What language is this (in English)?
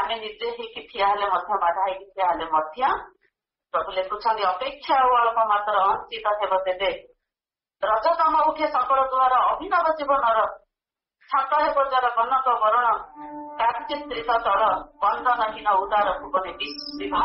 Odia